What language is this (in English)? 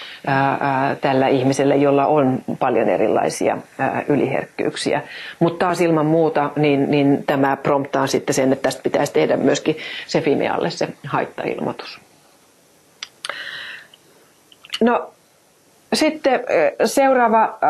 Finnish